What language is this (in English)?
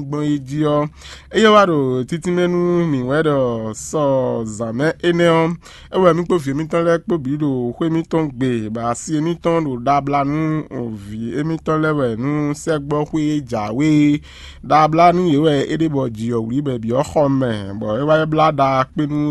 Fon